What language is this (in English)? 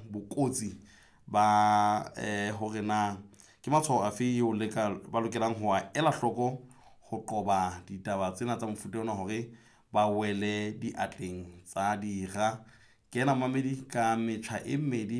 Southern Sotho